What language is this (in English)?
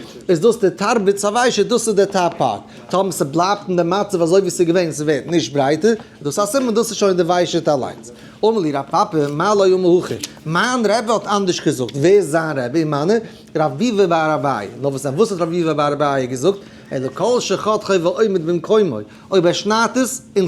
Yiddish